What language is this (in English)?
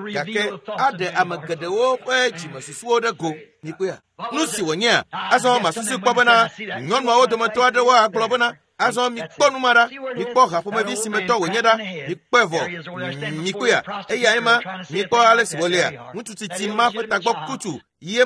Ewe